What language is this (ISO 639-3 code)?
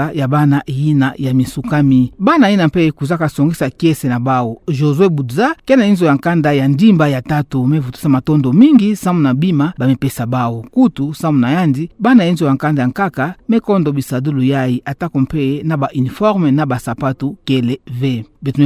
ktu